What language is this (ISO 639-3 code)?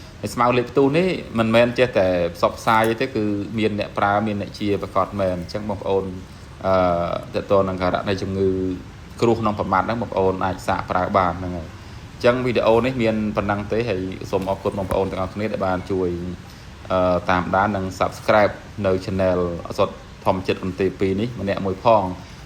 khm